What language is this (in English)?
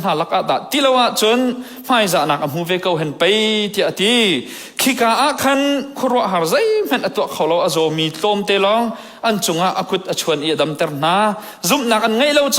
Hakha Chin